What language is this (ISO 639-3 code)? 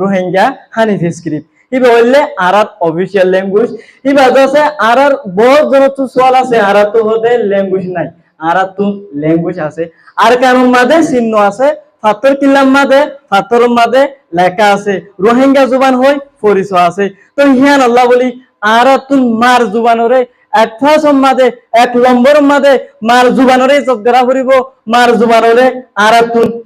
rhg